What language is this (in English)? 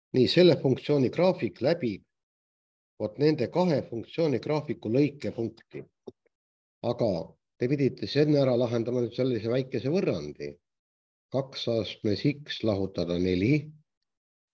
Estonian